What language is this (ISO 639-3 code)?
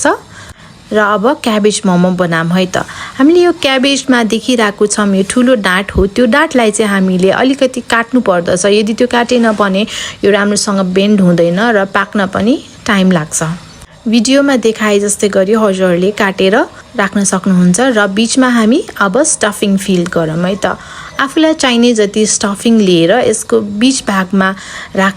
nep